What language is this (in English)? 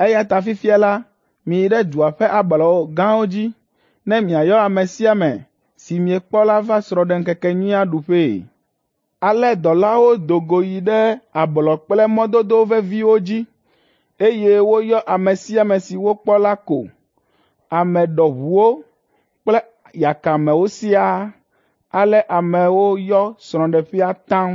Ewe